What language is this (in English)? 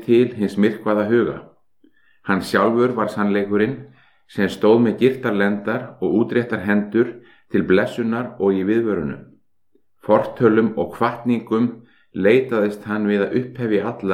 Icelandic